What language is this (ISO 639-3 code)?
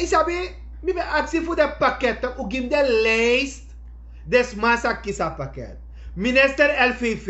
srn